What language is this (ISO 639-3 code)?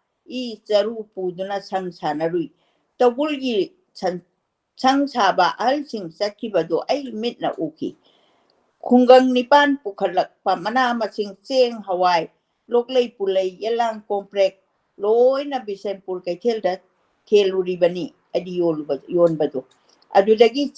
mni